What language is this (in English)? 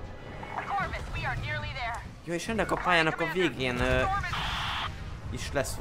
Hungarian